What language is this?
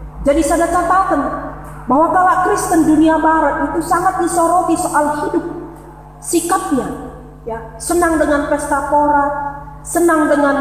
Batak Karo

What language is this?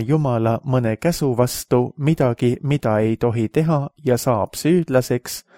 Estonian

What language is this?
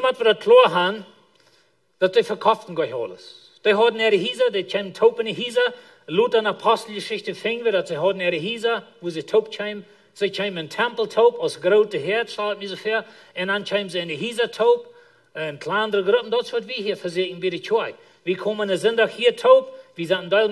Plautdietsch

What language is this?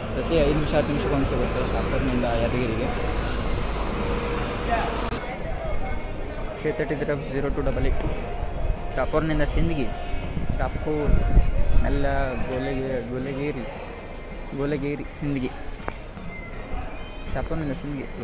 Kannada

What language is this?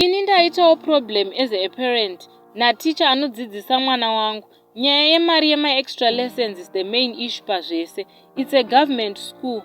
Shona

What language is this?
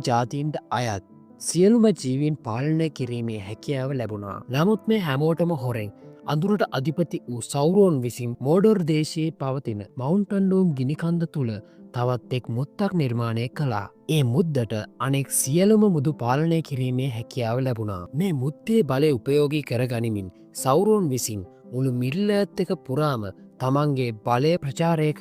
Sinhala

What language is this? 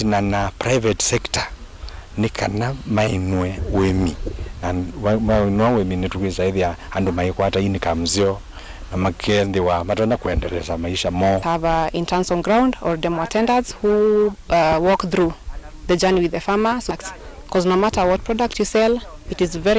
Kamba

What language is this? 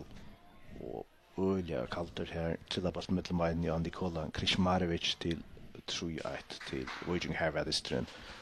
Faroese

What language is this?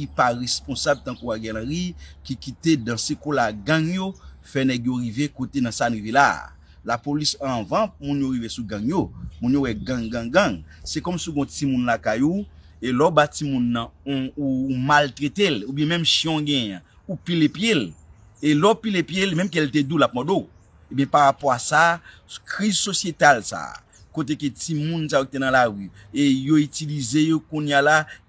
Haitian Creole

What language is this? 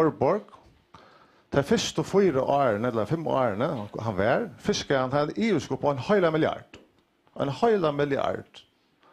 Faroese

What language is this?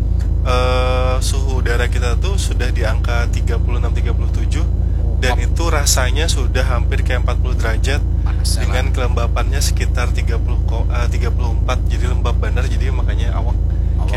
Banjar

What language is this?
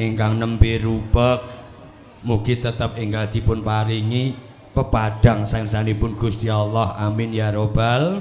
Javanese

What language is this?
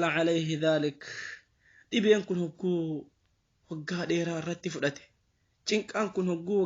Oromo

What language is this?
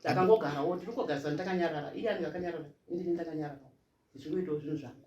Shona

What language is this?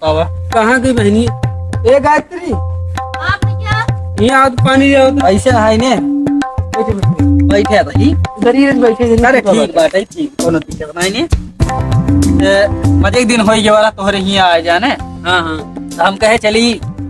Awadhi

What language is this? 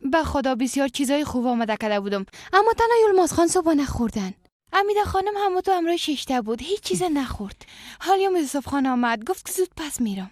Persian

